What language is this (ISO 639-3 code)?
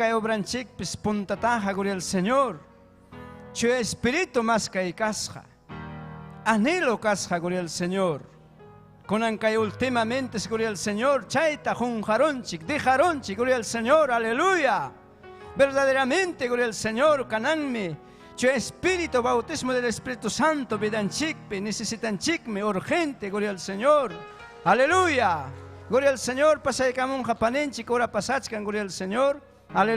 quy